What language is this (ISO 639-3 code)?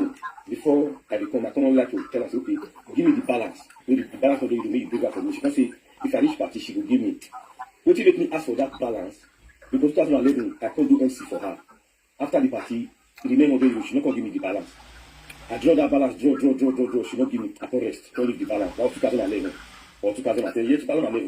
pcm